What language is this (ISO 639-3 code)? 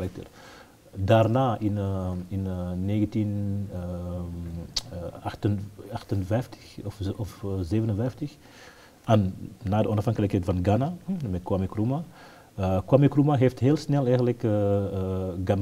nld